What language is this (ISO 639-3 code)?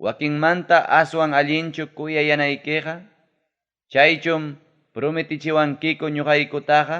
quy